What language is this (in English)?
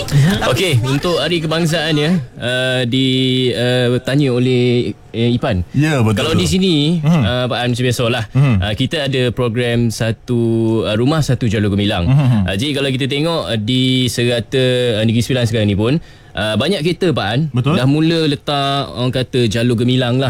Malay